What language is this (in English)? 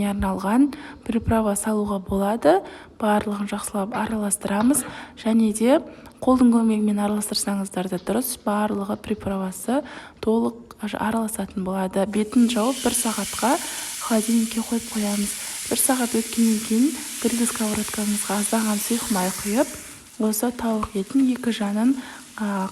Kazakh